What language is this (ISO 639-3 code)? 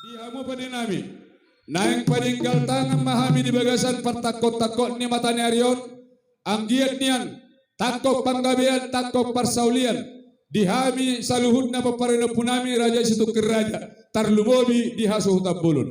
bbc